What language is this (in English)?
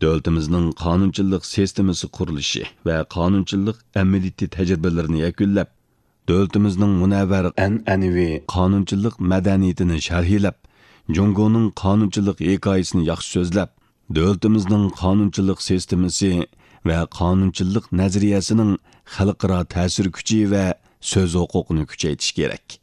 Uyghur